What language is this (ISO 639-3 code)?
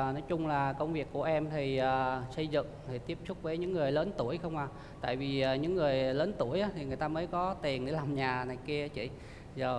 vie